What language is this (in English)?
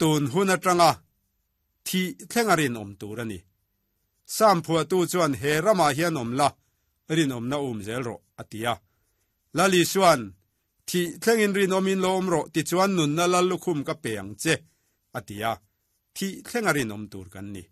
Mizo